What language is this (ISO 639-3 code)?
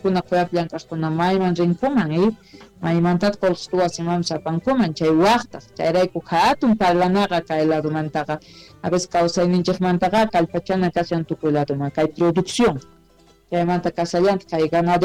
que